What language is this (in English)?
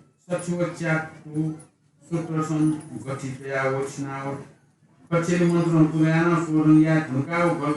Newari